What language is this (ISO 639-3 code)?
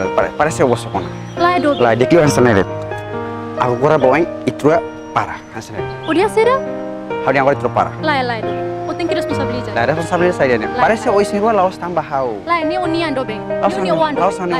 tet